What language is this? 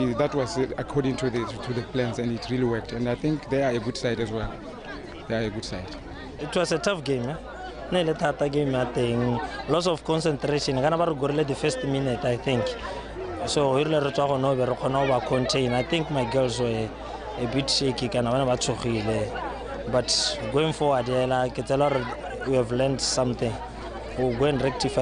Tswana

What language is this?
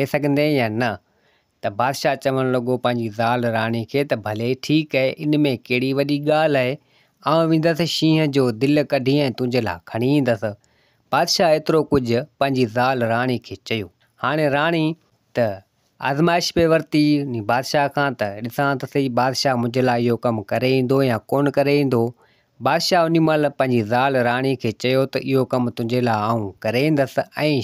Sindhi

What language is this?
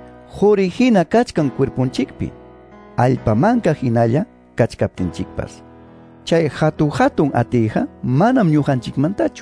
Quechua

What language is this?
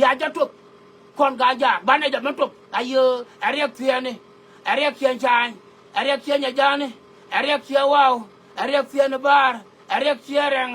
Nuer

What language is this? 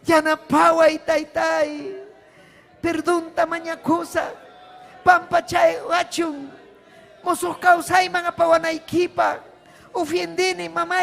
Ayacucho Quechua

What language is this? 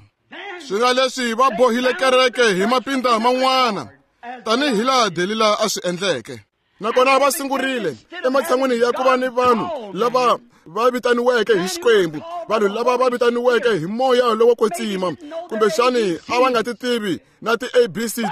Tsonga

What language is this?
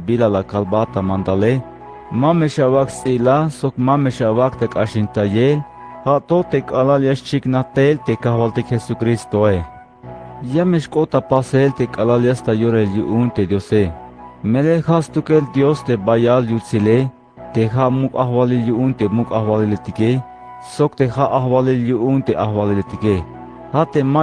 Tzeltal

